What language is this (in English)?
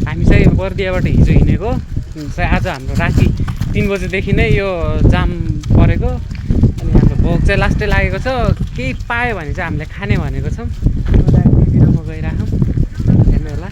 Nepali